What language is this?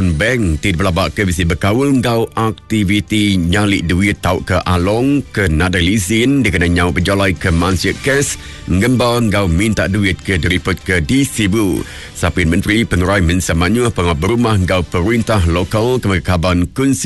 Iban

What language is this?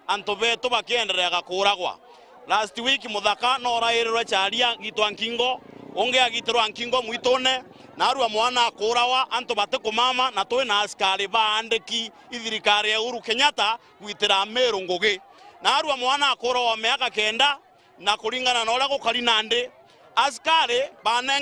Meru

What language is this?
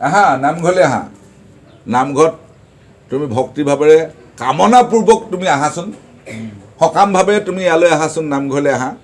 Assamese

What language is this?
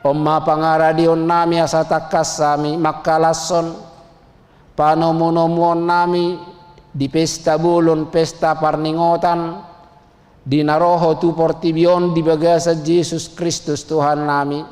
Batak Toba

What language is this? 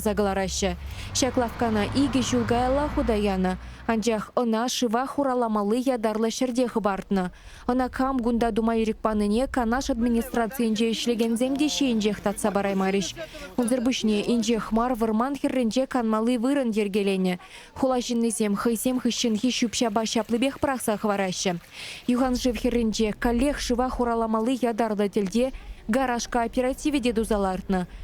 Chuvash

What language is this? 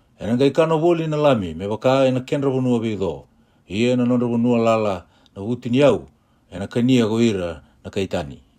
Fijian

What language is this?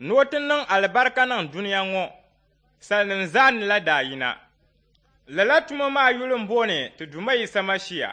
Dagbani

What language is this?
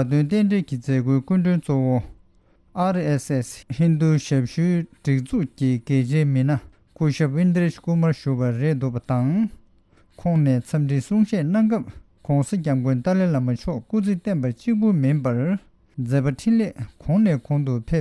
Tibetan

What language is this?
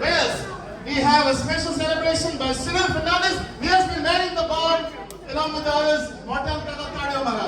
Konkani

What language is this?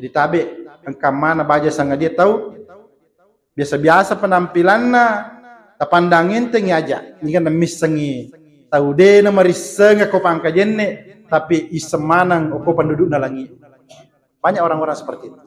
Buginese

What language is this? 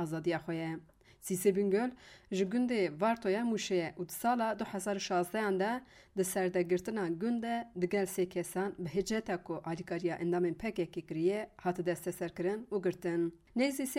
Kurdish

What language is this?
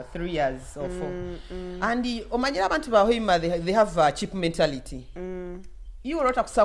Nyoro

